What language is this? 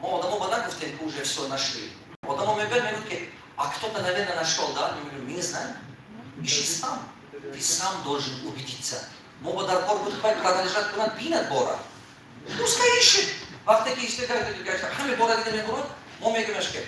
Tajik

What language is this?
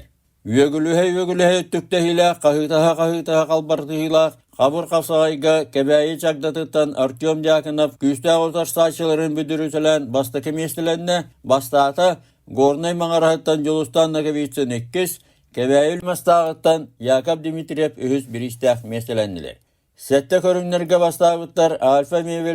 Yakut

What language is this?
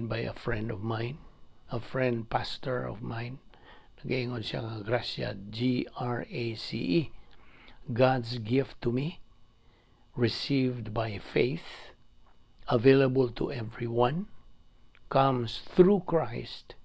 Cebuano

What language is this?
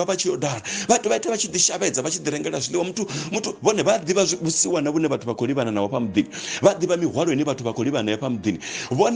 Venda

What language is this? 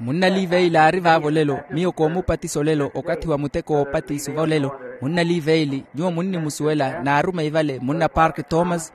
Makhuwa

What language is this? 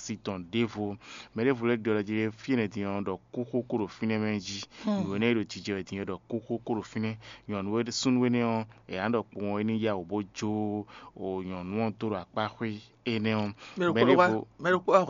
Fon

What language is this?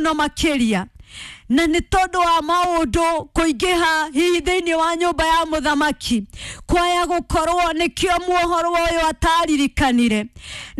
Kikuyu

